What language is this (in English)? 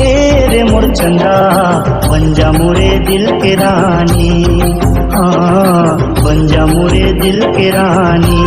Chhattisgarhi